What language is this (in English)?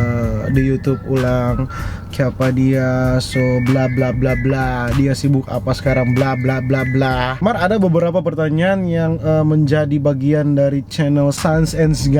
Manado Malay